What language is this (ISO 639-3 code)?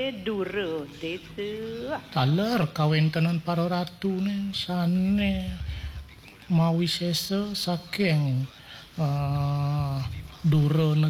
ban